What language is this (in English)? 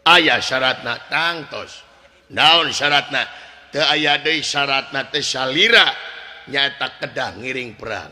Sundanese